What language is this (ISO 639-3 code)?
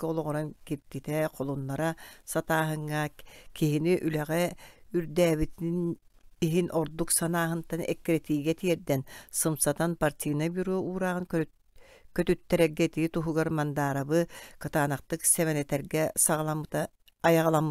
sah